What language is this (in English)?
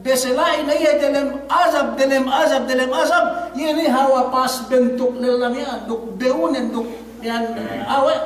Yakan